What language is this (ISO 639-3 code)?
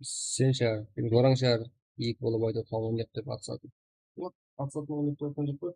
kaa